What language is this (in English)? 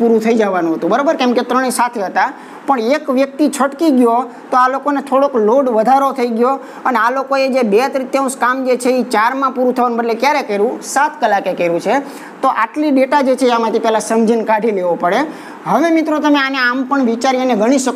Gujarati